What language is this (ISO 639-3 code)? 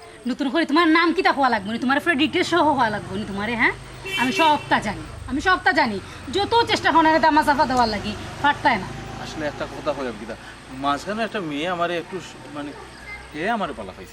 syl